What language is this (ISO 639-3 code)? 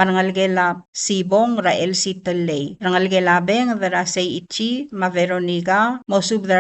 pau